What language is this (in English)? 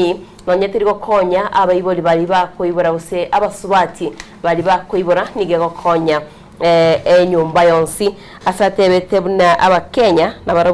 Gusii